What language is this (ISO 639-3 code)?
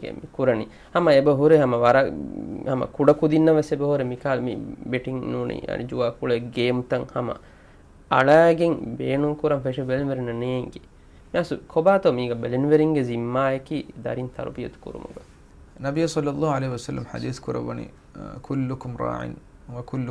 div